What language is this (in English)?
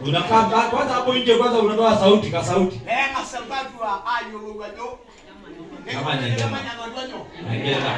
Masai